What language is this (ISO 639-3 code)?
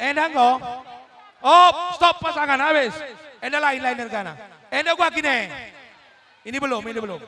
btx